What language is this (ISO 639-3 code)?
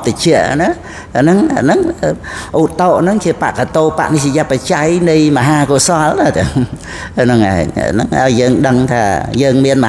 khm